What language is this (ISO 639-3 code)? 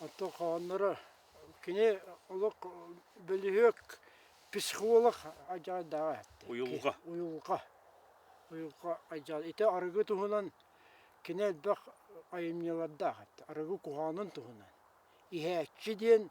sah